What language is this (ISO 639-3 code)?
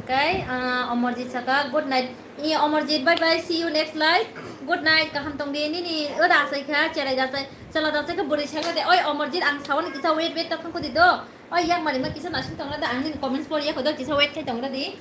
trp